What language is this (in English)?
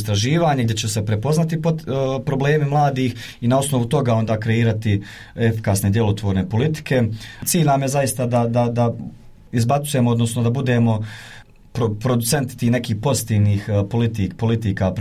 Bosnian